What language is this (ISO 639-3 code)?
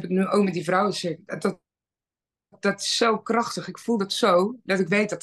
nld